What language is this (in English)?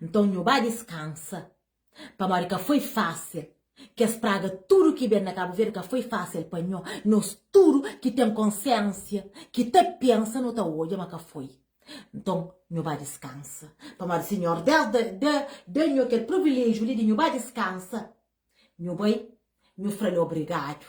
Kabuverdianu